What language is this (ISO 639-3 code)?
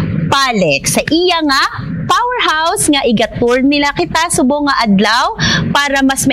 hil